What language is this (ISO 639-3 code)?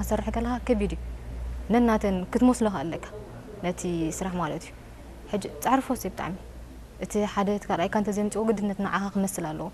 tir